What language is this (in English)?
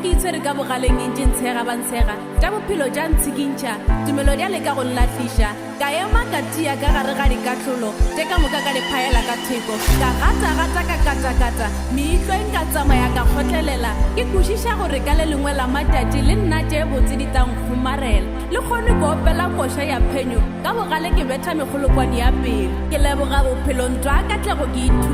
Northern Sotho